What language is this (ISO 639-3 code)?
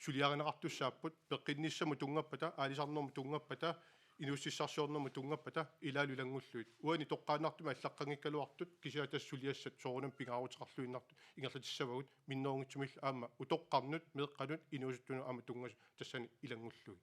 kal